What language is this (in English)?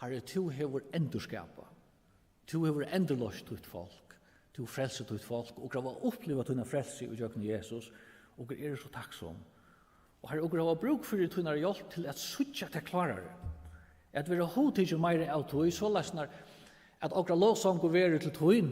Faroese